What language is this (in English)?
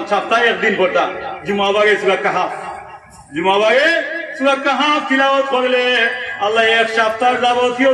Sylheti